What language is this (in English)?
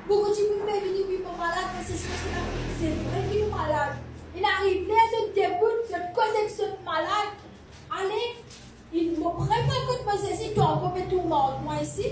Morisyen